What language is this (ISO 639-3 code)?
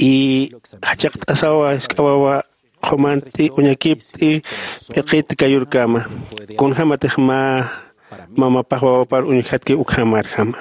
aym